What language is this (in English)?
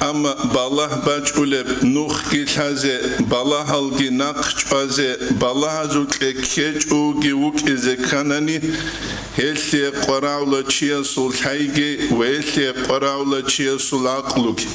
Avaric